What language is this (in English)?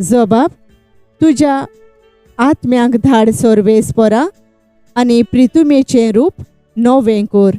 Konkani